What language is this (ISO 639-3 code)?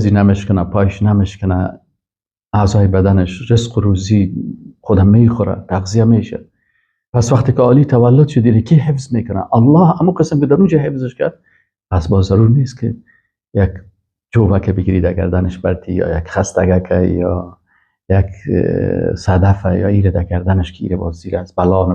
fas